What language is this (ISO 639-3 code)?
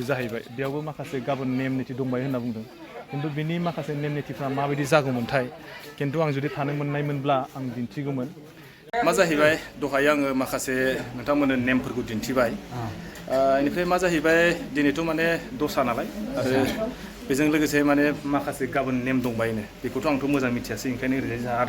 brx